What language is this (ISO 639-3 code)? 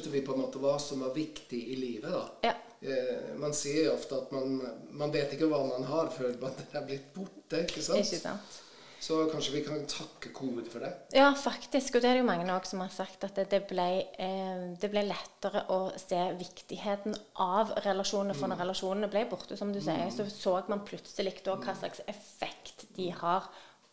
nor